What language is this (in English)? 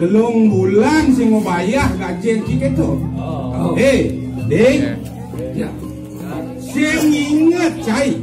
Balinese